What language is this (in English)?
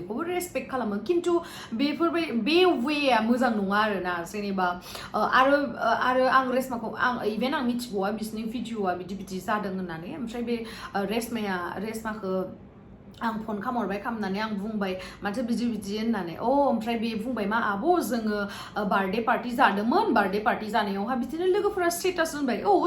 Bodo